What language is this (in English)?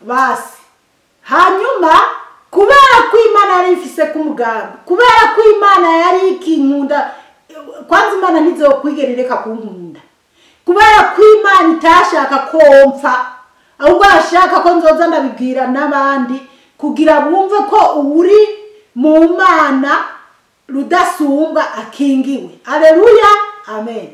Rundi